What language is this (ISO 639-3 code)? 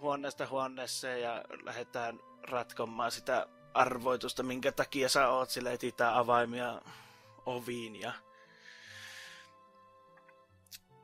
fin